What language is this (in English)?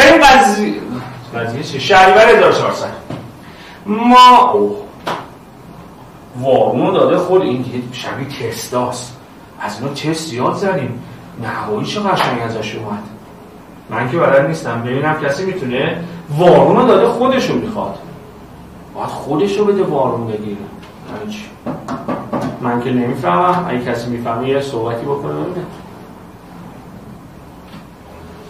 Persian